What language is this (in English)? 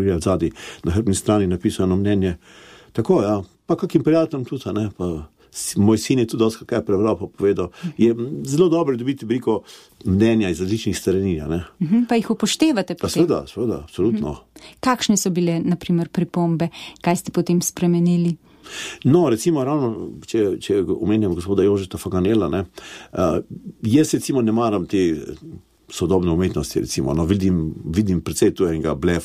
Slovenian